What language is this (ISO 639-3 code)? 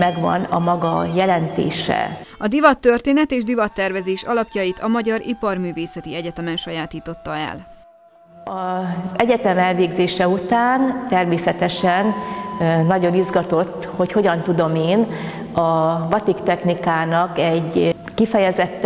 hun